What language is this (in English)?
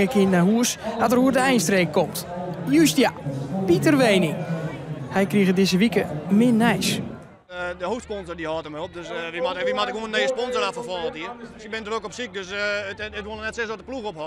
Western Frisian